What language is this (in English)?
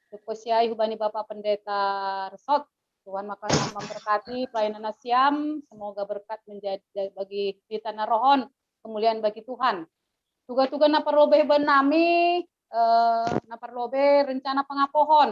Batak Simalungun